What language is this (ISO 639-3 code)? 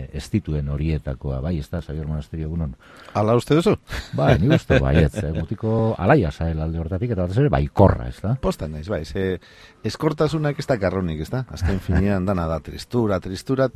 eus